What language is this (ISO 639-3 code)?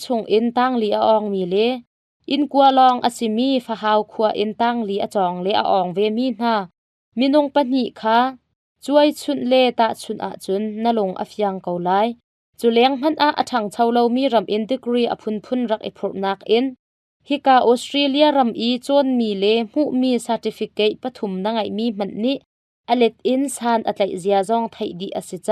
cnh